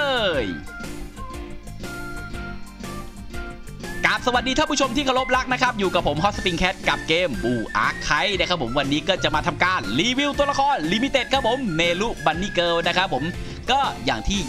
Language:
Thai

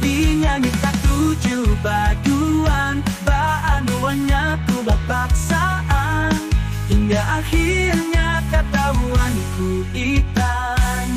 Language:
Banjar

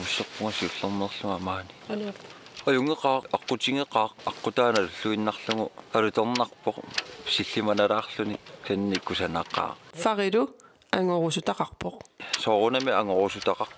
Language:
Kalaallisut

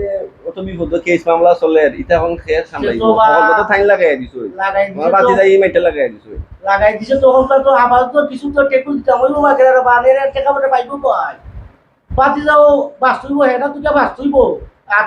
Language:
Sylheti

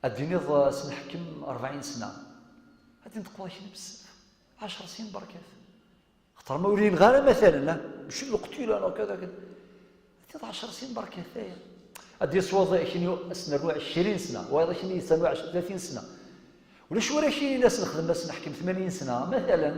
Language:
Kabyle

